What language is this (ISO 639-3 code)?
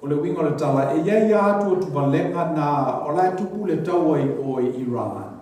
smo